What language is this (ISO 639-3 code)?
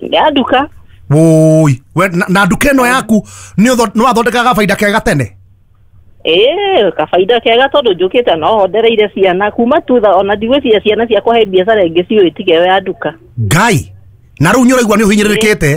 kik